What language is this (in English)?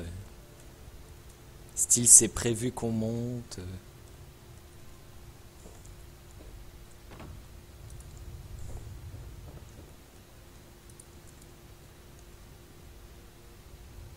French